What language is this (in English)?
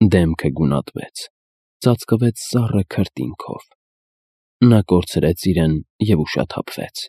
Armenian